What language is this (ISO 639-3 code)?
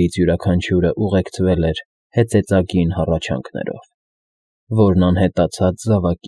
hye